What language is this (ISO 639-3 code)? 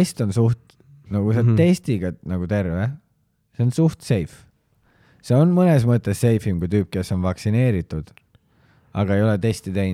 est